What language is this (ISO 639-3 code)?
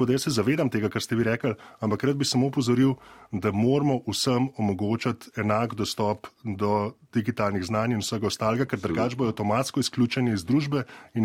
slv